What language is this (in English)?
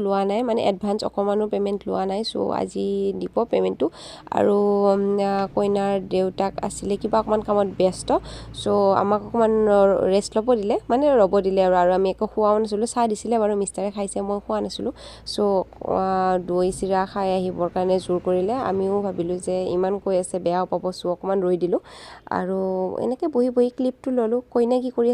Assamese